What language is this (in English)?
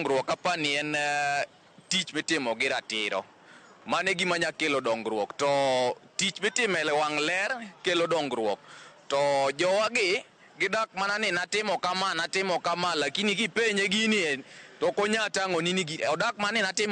Luo (Kenya and Tanzania)